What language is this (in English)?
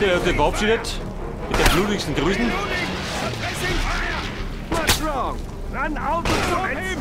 Bavarian